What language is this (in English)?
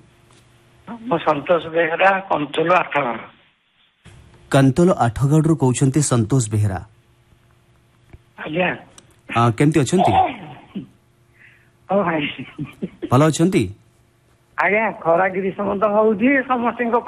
Odia